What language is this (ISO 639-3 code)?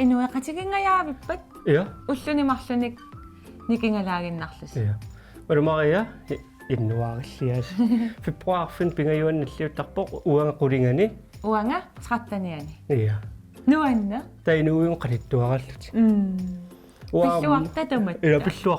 kal